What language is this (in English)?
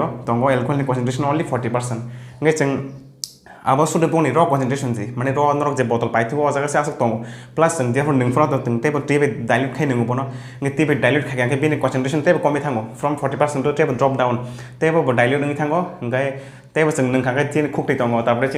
Kok Borok